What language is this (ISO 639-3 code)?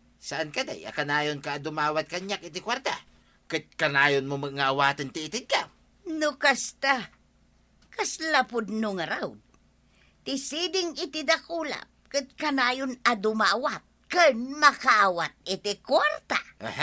ilo